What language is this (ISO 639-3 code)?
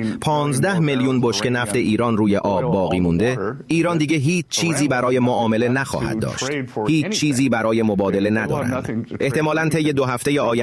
fas